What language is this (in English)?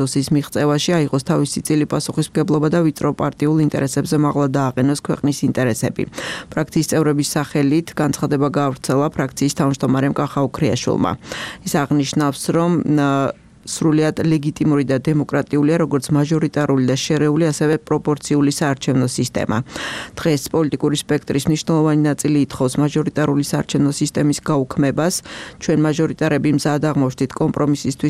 Georgian